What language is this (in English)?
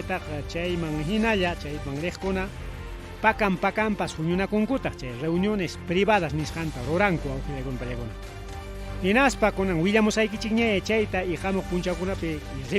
Ayacucho Quechua